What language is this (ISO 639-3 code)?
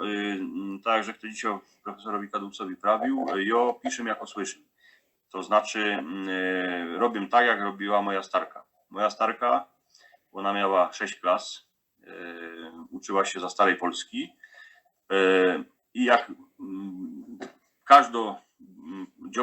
szl